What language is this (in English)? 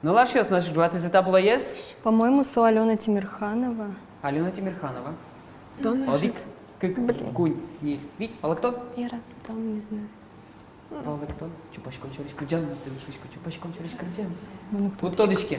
Udmurt